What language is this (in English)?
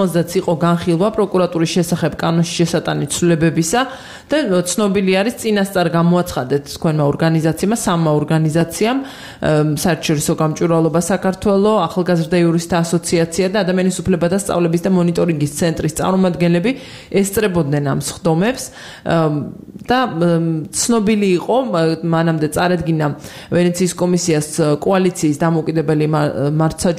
Georgian